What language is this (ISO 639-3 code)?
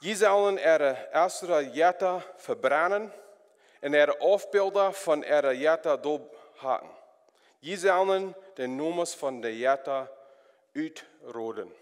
pdt